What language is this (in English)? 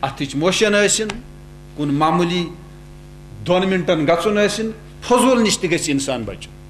Kashmiri